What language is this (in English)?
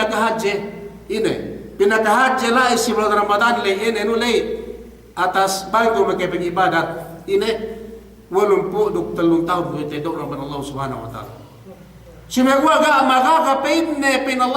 Yakan